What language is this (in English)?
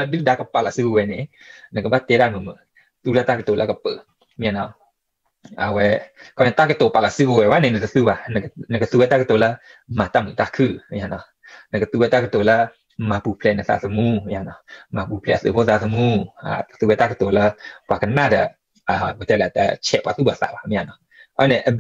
S'gaw Karen